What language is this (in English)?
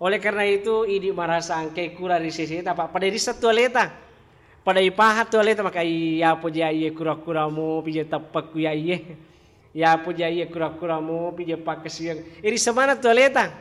Buginese